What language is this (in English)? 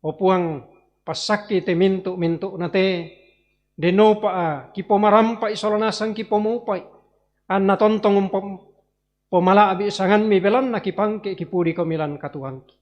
Toraja-Sa'dan